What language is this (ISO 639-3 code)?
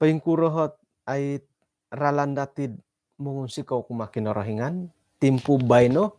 dtp